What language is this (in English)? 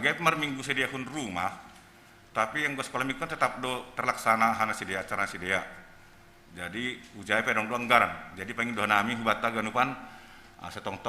Batak Simalungun